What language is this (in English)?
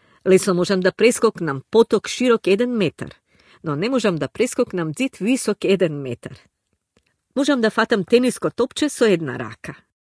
Macedonian